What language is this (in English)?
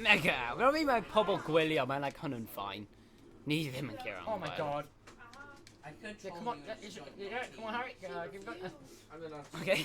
Welsh